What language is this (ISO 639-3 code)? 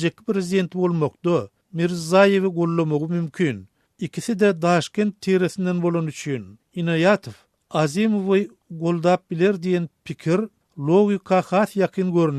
tuk